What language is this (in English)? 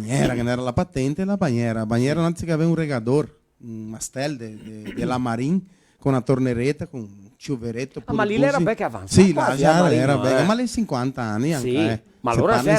Venetian